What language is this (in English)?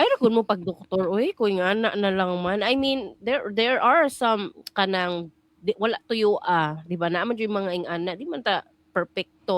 Cebuano